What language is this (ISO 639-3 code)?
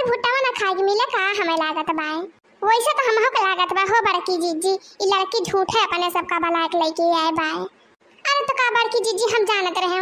awa